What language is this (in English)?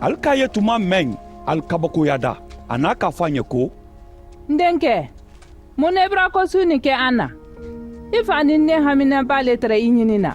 Mandingo